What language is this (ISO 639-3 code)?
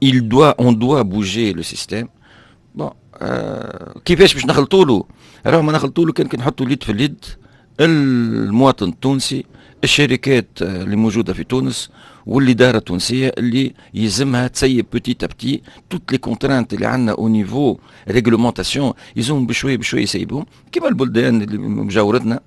aeb